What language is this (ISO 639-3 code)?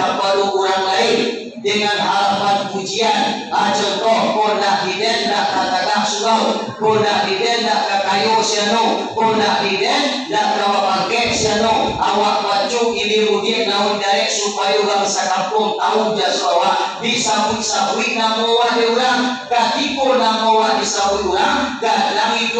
min